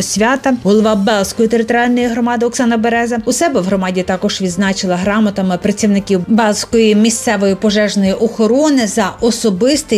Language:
Ukrainian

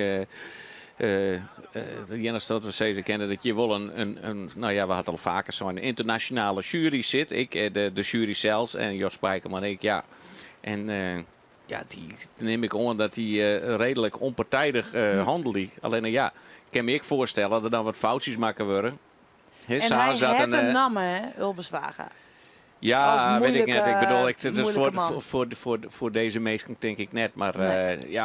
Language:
Western Frisian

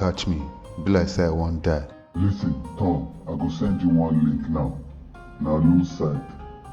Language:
Nigerian Pidgin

